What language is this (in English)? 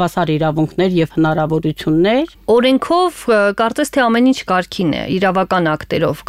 Armenian